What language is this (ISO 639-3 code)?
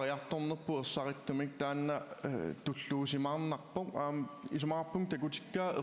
kal